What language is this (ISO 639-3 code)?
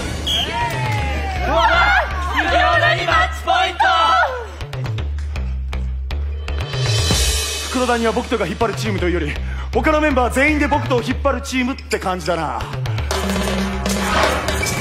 jpn